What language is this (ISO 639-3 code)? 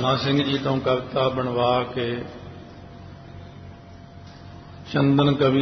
pan